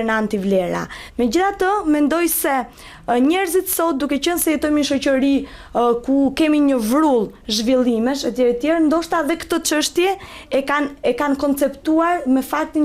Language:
Albanian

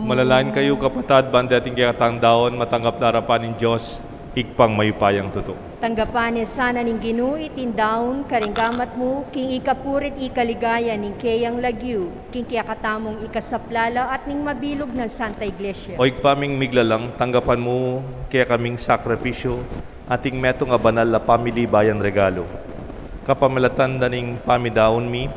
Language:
Pampanga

